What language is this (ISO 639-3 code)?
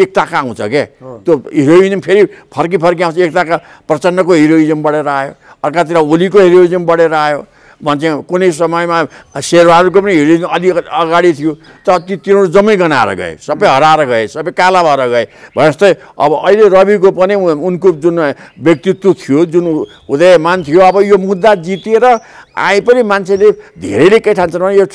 nep